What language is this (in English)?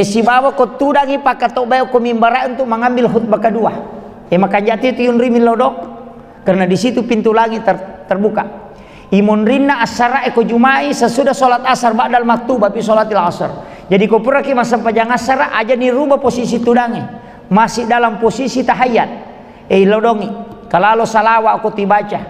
Buginese